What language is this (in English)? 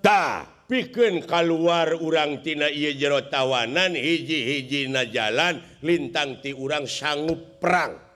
Sundanese